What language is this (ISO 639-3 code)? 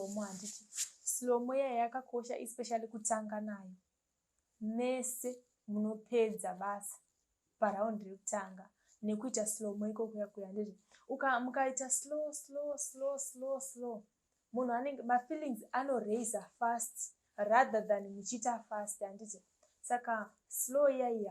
sna